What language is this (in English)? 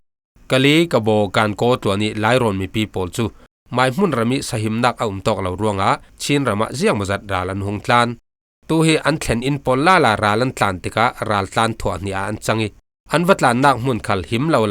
Falam Chin